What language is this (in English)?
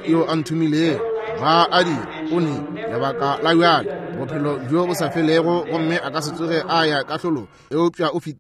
Northern Sotho